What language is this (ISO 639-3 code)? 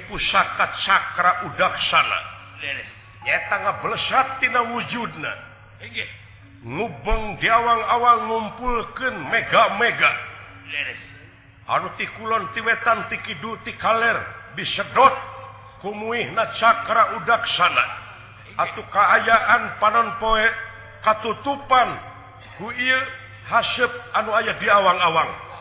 sun